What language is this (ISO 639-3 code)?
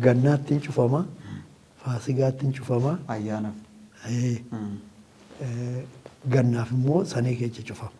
orm